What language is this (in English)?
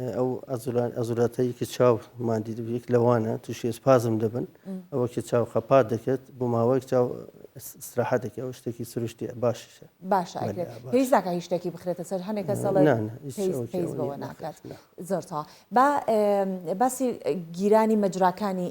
Central Kurdish